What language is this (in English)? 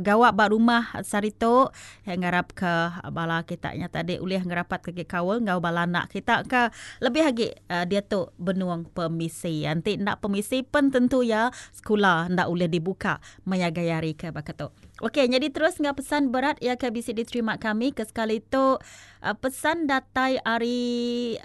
Iban